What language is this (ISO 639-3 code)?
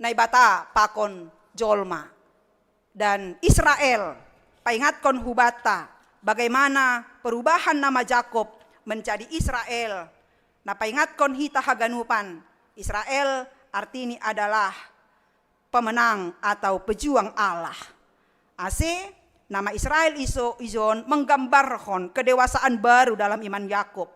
bts